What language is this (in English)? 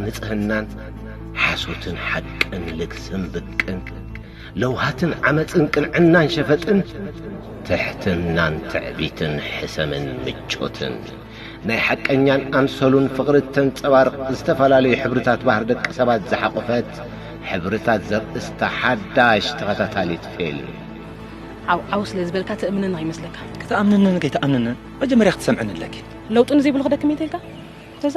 Tigrinya